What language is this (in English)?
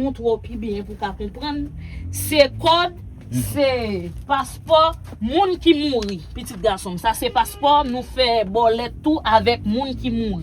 Haitian Creole